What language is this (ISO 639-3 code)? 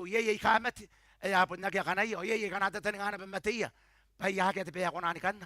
gil